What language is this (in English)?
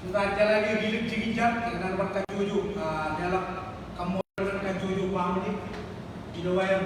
Marshallese